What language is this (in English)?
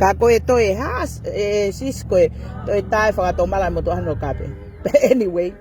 Tongan